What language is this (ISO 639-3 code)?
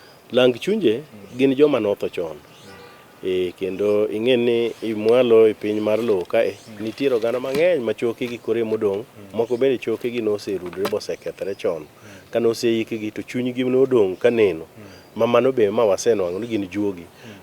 luo